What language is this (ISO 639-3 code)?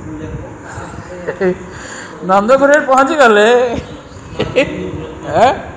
ori